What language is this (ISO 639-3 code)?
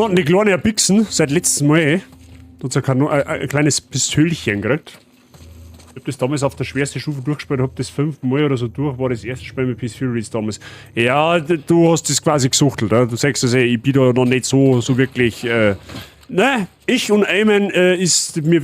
bar